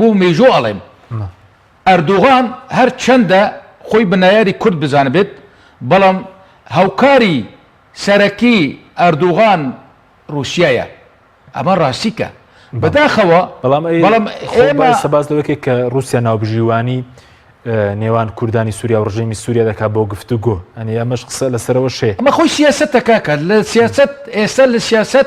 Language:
Central Kurdish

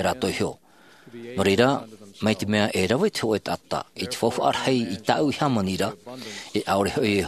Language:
Tahitian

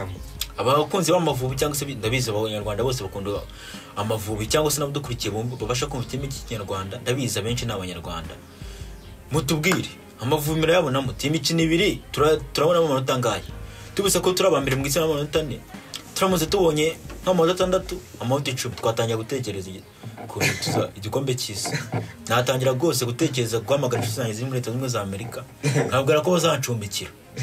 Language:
Kinyarwanda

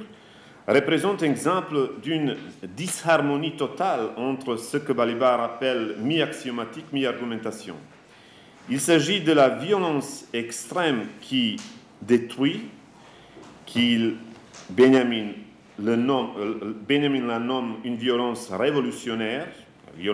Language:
French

